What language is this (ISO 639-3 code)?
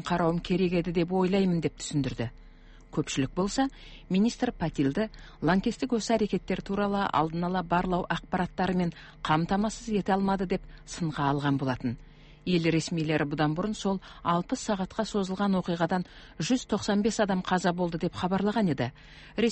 kaz